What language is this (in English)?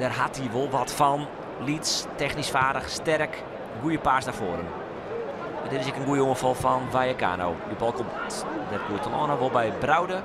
Western Frisian